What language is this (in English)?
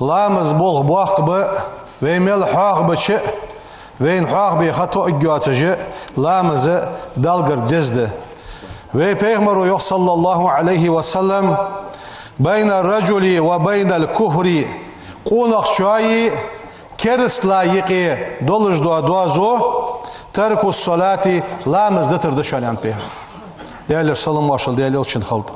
Ingush